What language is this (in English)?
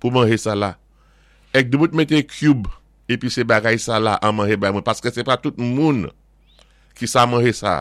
Saint Lucian Creole French